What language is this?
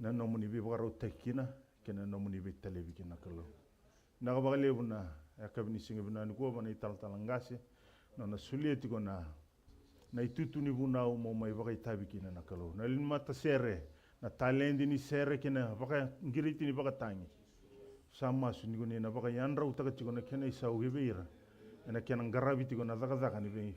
Fijian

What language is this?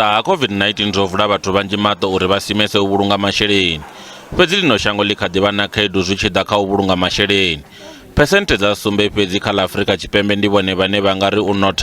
Venda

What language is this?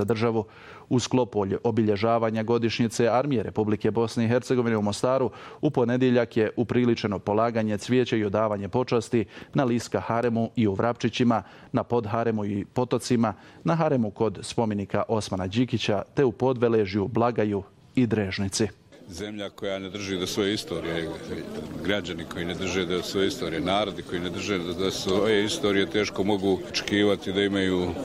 Bosnian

